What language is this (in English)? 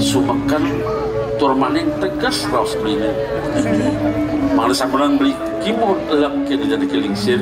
Balinese